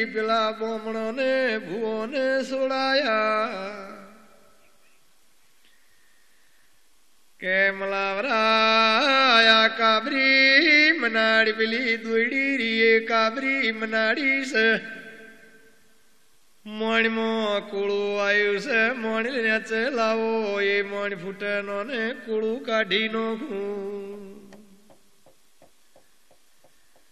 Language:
Gujarati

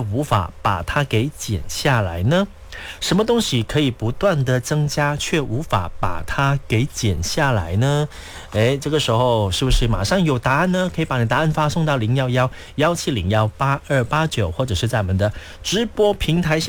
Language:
Chinese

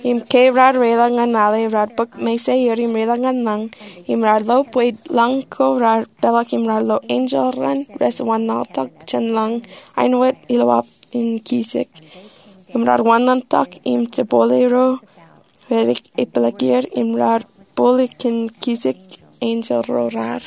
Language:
Marshallese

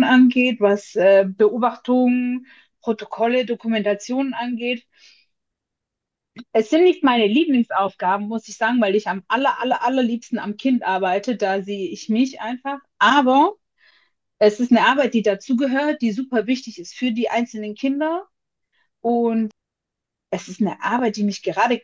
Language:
German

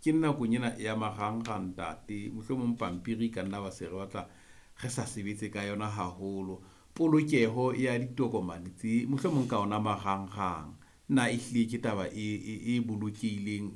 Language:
Southern Sotho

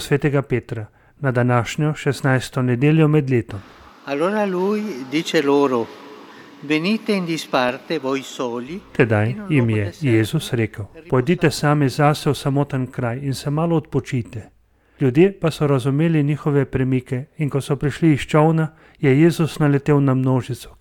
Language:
Slovenian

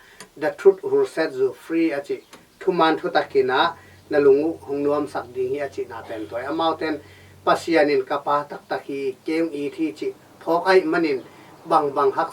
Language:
Tedim Chin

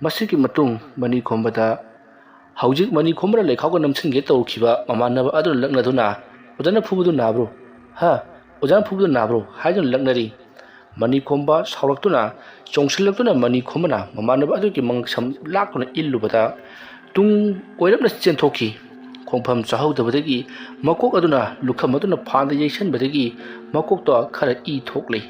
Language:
Manipuri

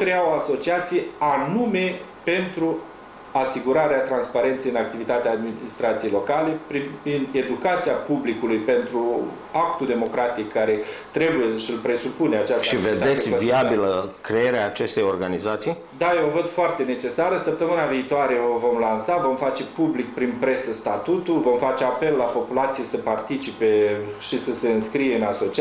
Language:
Romanian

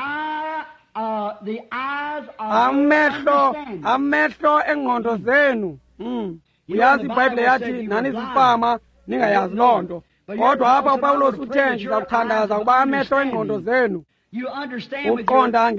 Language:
Xhosa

